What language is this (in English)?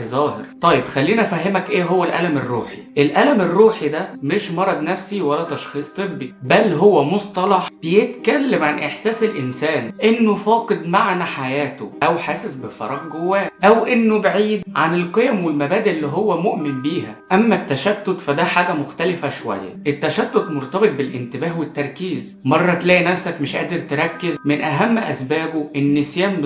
Egyptian Arabic